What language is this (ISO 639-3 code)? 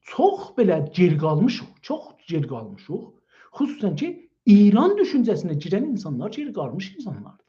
azb